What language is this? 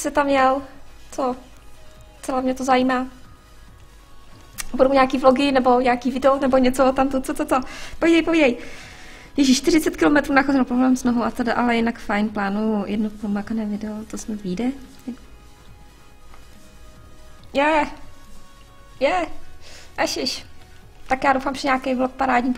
Czech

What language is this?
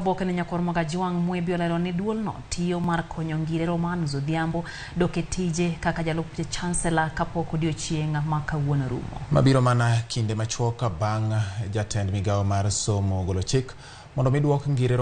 Luo (Kenya and Tanzania)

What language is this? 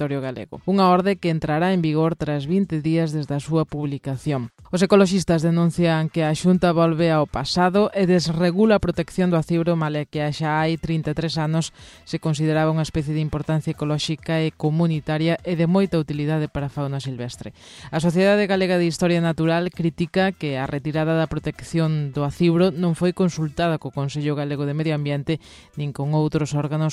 Galician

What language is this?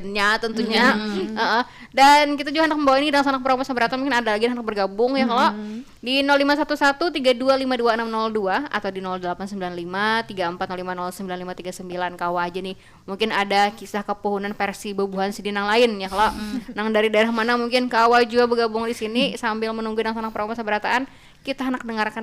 Banjar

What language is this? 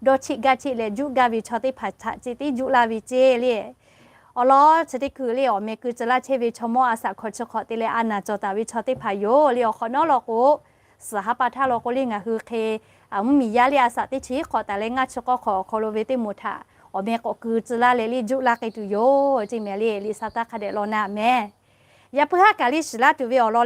Lahu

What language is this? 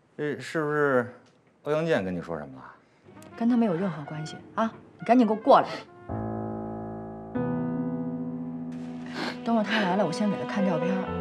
Chinese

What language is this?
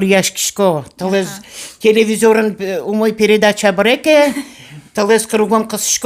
Udmurt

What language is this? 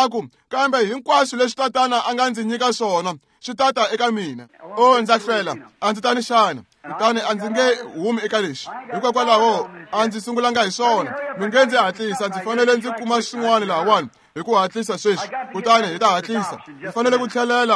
Tsonga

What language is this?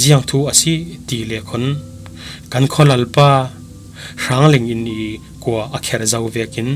Falam Chin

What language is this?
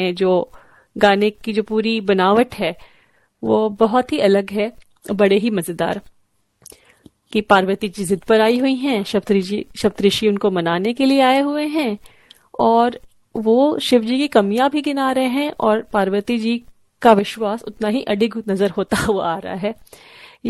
Hindi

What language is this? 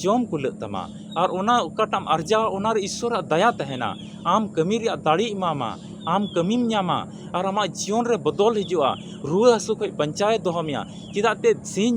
Santali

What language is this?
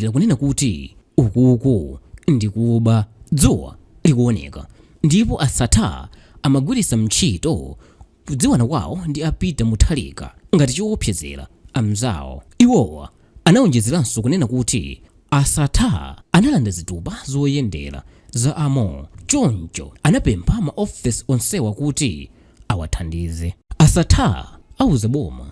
Nyanja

